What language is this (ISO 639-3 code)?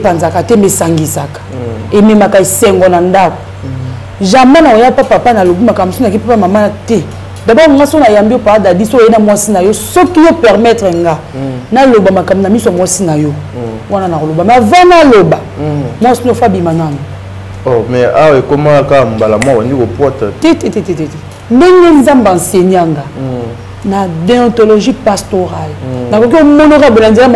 lin